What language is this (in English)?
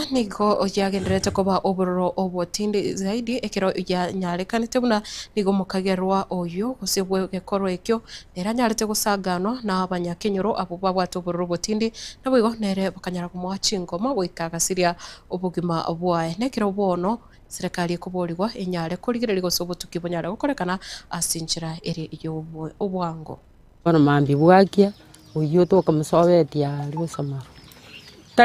Gusii